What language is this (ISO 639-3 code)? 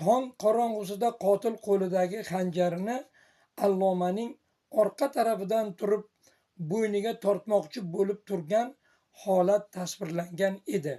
uzb